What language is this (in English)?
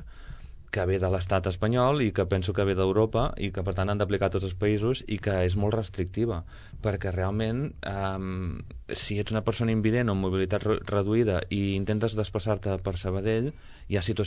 Catalan